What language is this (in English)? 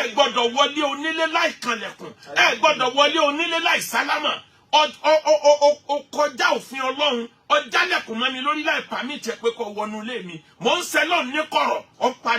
Yoruba